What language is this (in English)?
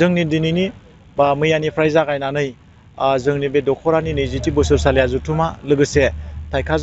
Bodo